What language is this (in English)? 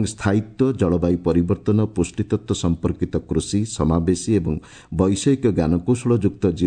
Odia